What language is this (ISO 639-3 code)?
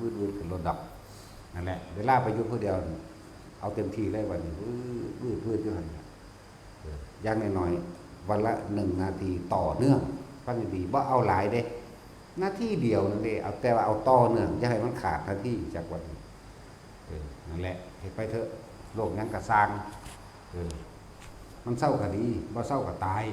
tts